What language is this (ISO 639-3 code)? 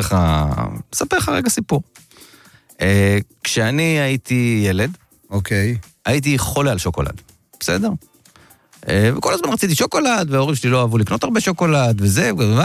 heb